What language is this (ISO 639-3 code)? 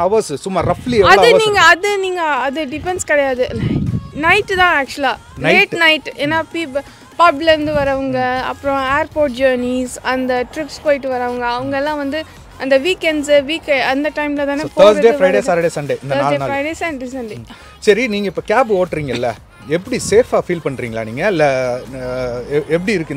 tam